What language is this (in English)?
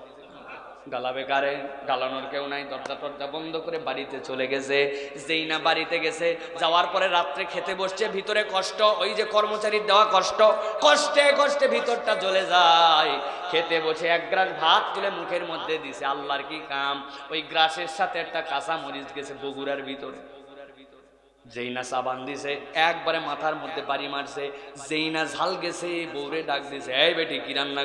Bangla